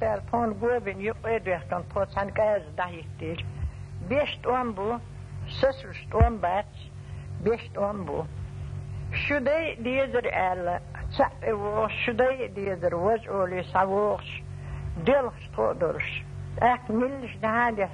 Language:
Chechen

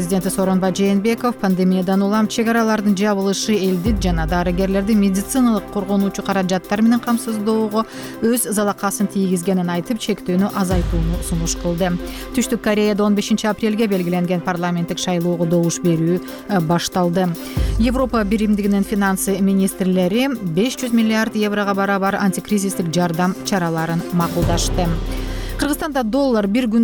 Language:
Kyrgyz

